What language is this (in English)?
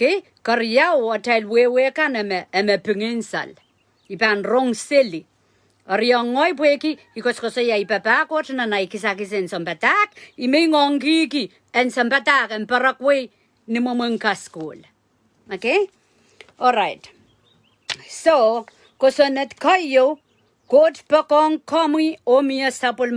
Pohnpeian